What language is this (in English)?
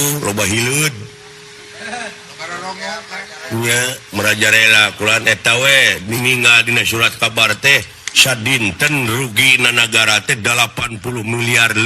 Sundanese